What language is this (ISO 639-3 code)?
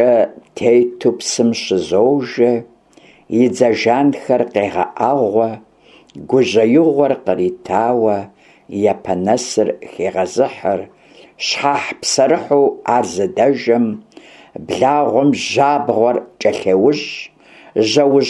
kbd